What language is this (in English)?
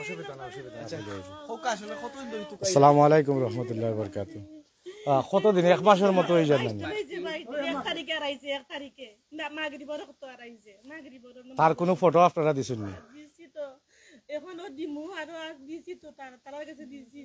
Sylheti